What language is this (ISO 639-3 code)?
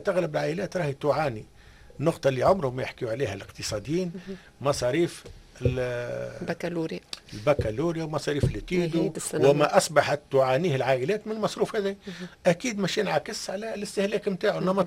aeb